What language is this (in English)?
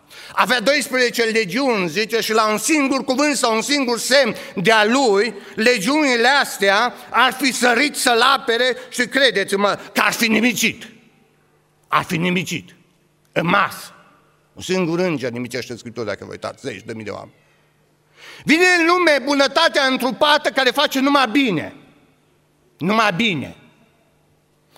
Romanian